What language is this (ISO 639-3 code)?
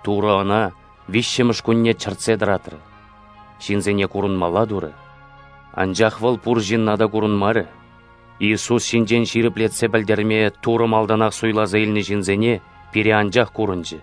chv